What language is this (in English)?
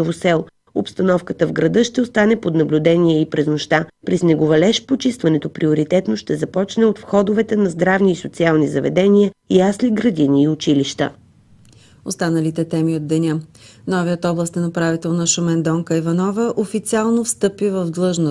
Bulgarian